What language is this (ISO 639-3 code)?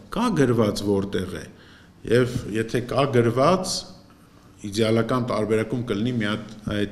hye